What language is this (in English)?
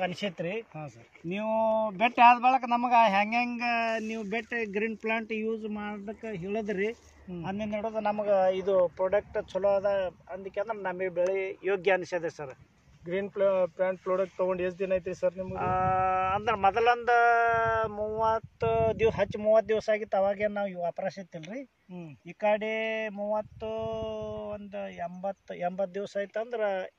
Kannada